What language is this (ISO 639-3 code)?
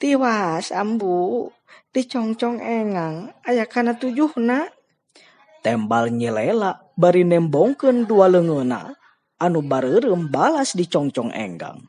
sun